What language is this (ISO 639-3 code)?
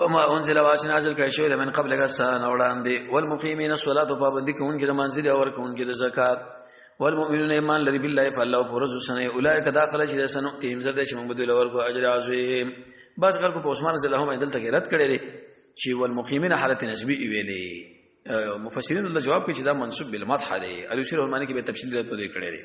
pus